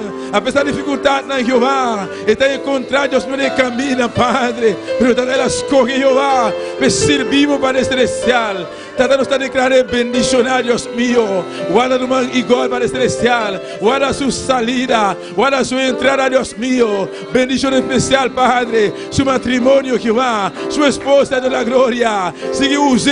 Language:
Papiamento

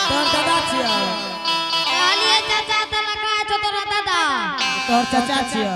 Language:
Angika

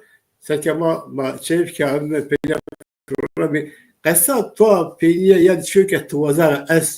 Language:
Zaza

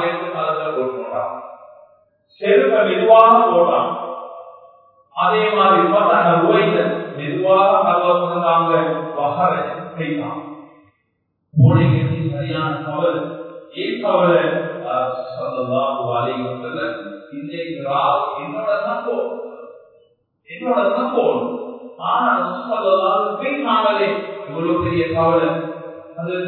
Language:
Tamil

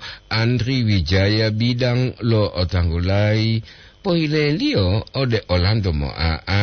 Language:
Gorontalo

